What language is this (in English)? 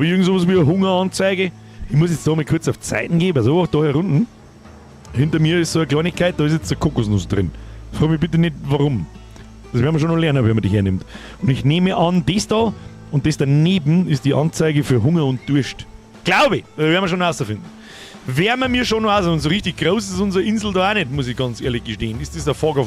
Bavarian